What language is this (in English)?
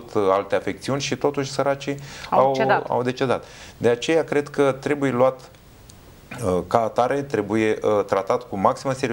Romanian